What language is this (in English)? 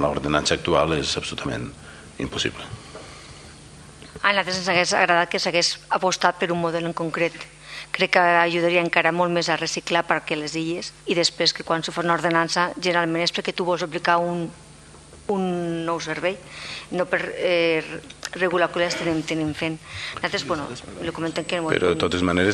Catalan